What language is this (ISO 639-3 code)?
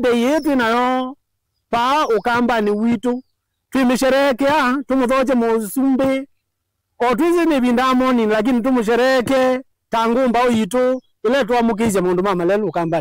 kam